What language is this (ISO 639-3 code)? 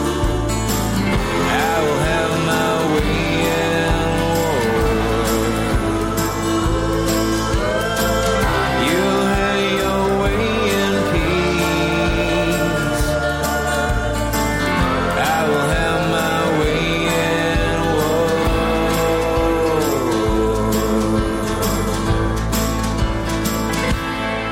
rus